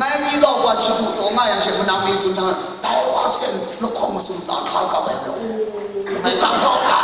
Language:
Kachin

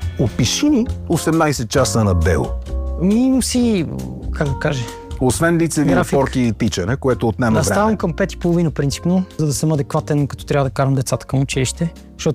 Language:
Bulgarian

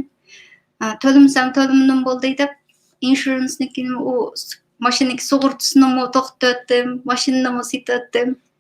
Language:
Uyghur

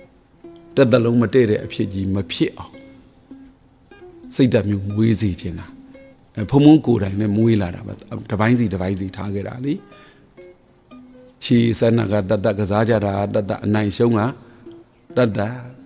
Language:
Burmese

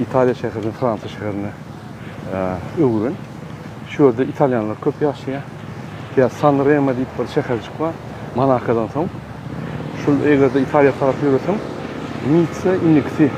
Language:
Turkmen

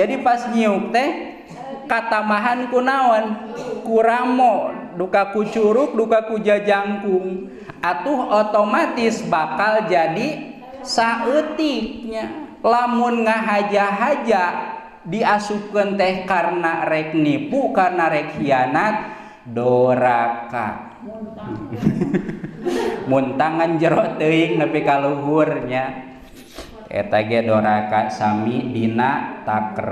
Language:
Sundanese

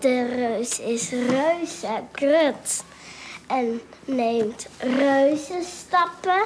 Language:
Western Frisian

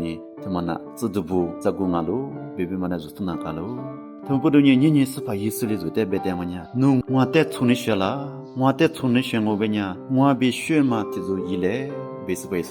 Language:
Lisu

